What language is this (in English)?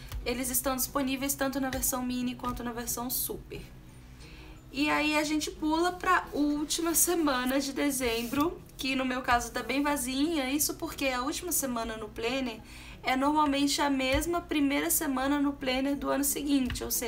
Portuguese